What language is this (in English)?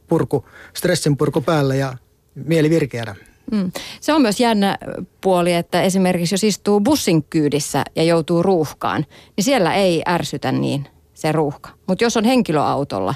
Finnish